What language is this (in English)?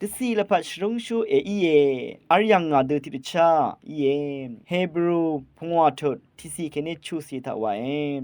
Rawang